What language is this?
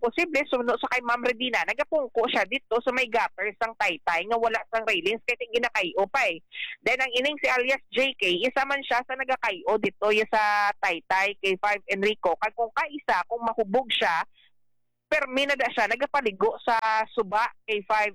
Hiligaynon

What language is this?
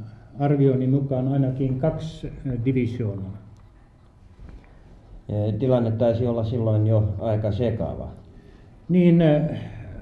Finnish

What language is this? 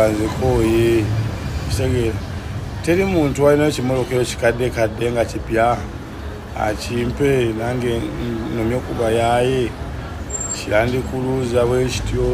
Ganda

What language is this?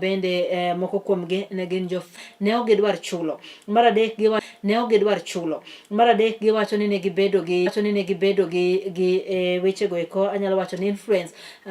Luo (Kenya and Tanzania)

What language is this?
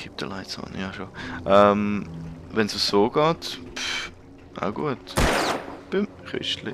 Swiss German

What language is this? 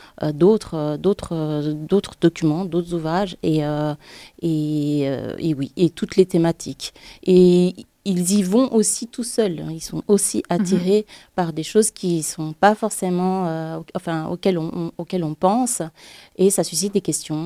French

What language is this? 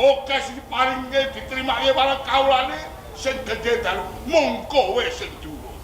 Javanese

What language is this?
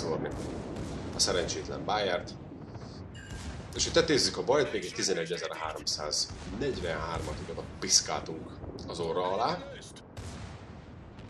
Hungarian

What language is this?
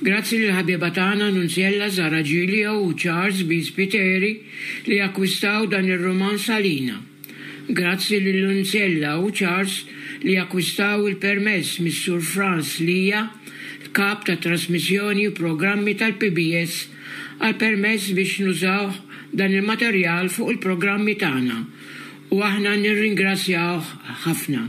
Maltese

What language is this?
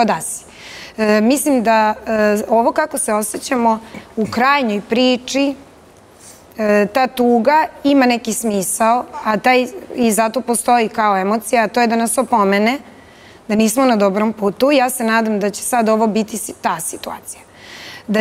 Serbian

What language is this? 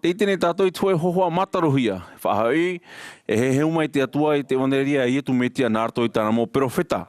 Tahitian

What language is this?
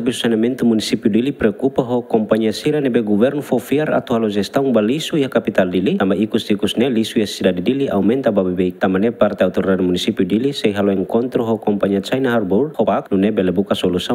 Tetum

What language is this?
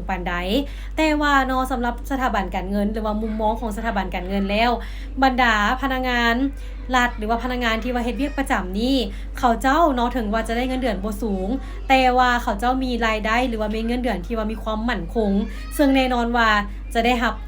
Lao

